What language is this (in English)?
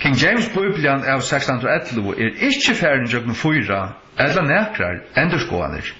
Faroese